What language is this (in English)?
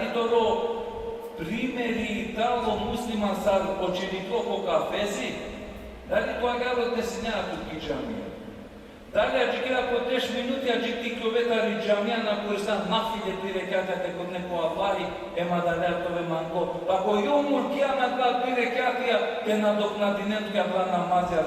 Balkan Romani